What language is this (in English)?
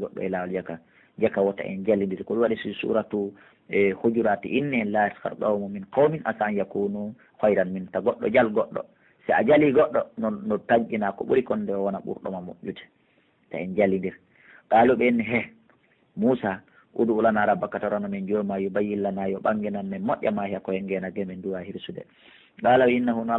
Pular